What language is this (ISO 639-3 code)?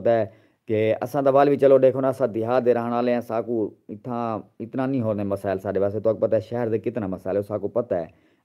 skr